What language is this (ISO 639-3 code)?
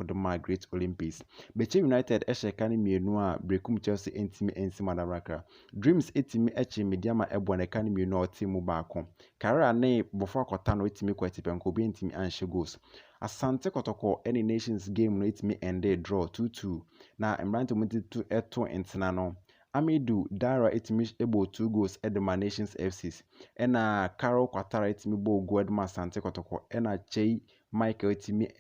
aka